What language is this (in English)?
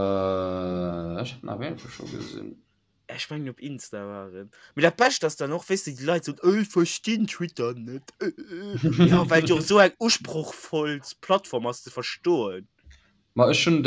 Luxembourgish